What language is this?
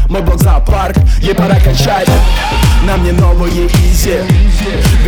Russian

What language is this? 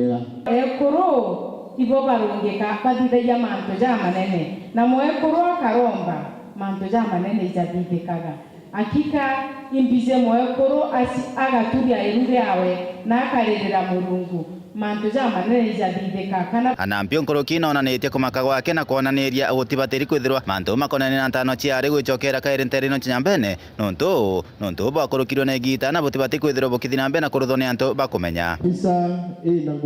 Meru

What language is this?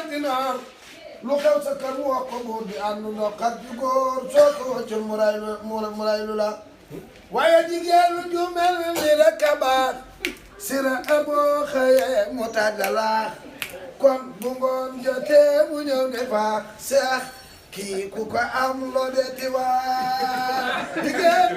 Wolof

